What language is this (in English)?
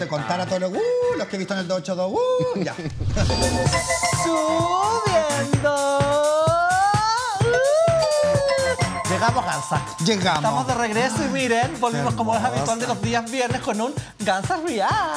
Spanish